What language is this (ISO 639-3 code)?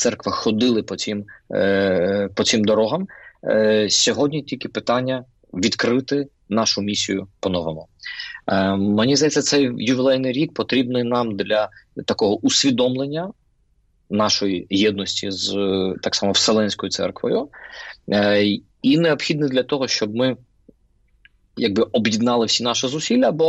ukr